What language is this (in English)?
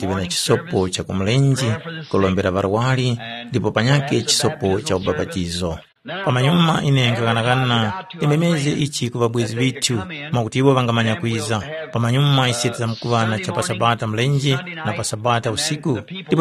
Tumbuka